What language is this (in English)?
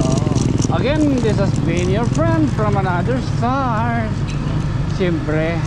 Waray